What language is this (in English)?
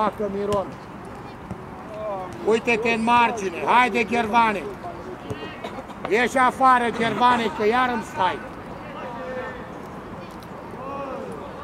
Romanian